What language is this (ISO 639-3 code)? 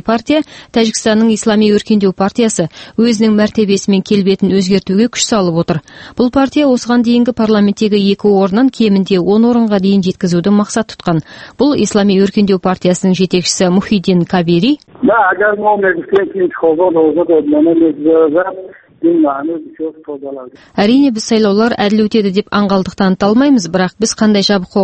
kaz